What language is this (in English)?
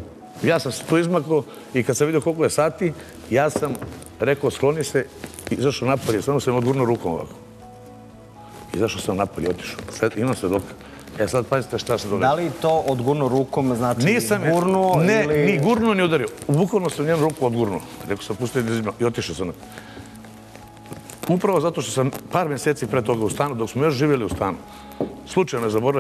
Serbian